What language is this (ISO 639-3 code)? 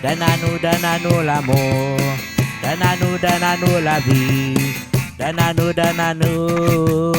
rcf